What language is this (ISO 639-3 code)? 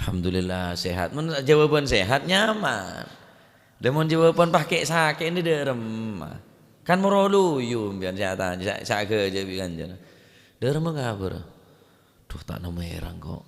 mad